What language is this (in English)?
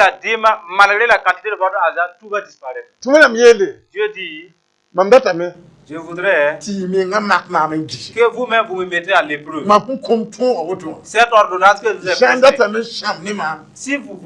Mossi